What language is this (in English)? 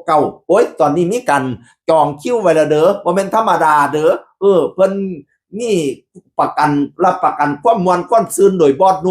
Northeastern Thai